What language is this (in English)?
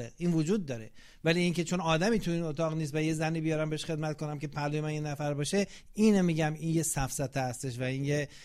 Persian